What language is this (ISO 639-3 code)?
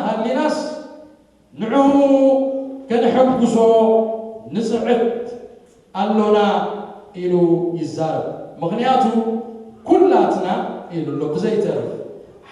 tir